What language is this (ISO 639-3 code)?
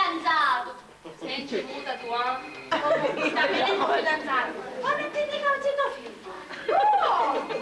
scn